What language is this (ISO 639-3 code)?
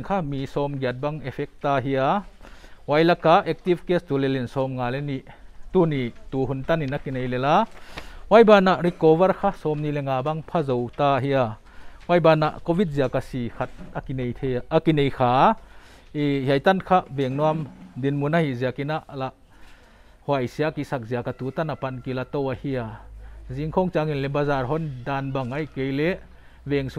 pck